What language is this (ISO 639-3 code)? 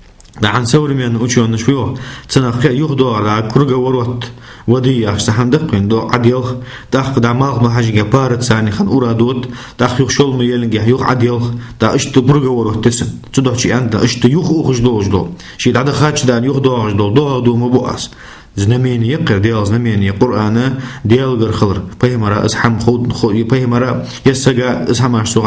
inh